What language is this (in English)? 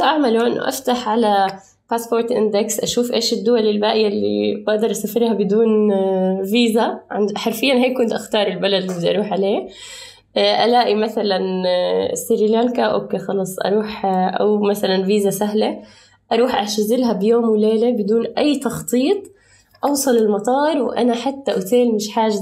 North Levantine Arabic